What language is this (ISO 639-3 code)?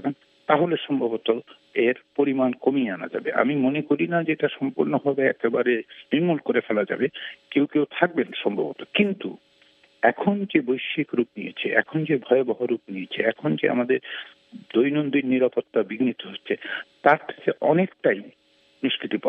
ben